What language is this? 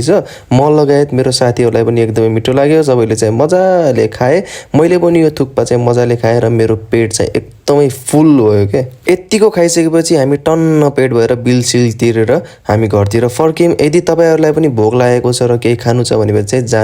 Nepali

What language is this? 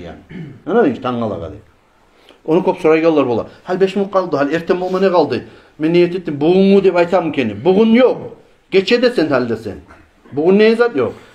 Kumyk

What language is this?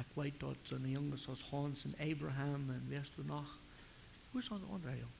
Plautdietsch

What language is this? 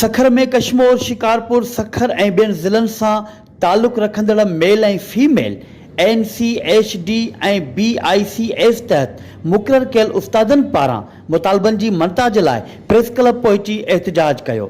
Sindhi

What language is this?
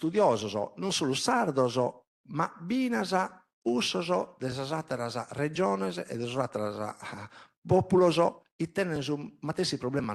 Sardinian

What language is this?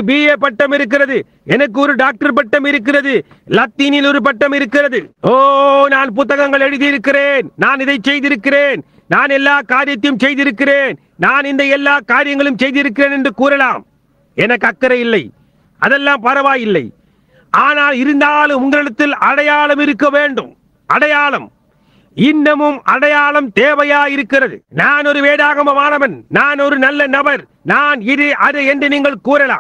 Tamil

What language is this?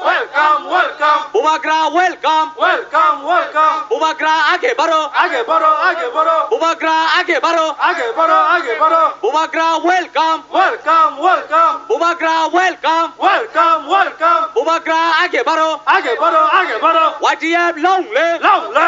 Kok Borok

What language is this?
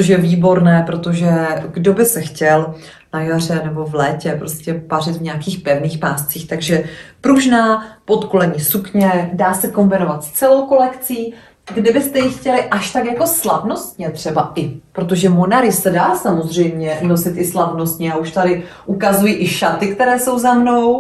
Czech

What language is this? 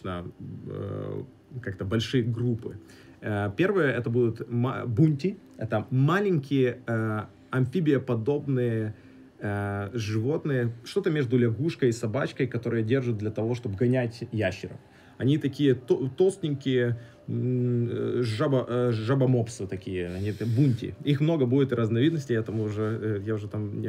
Russian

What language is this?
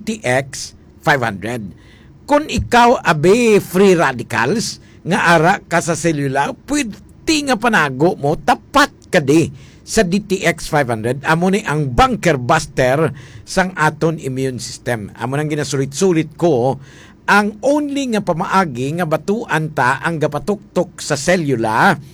Hiligaynon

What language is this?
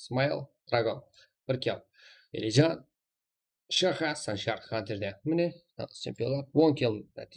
Kara-Kalpak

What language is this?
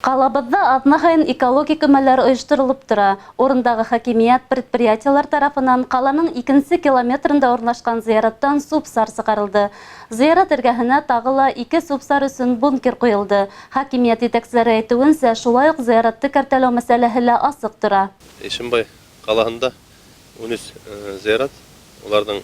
Bashkir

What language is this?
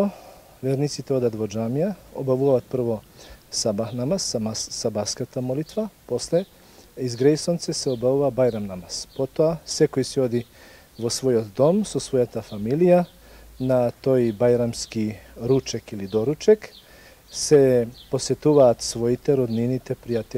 Macedonian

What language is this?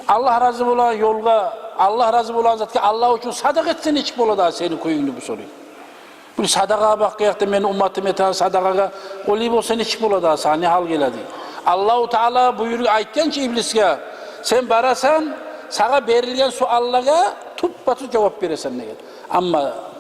Kumyk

